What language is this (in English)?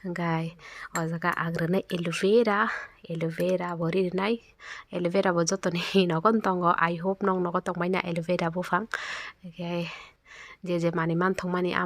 Kok Borok